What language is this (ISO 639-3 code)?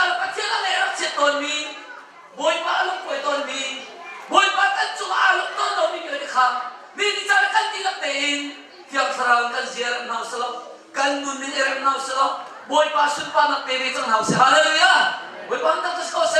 cnh